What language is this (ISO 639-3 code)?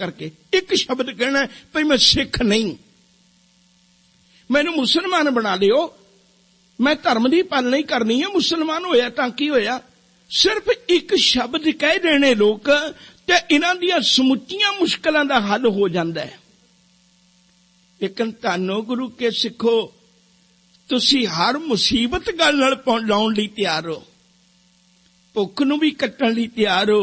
pan